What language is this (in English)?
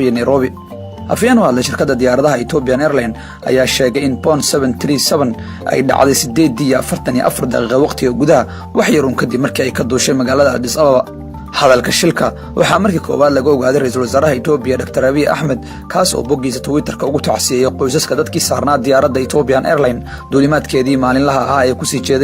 Somali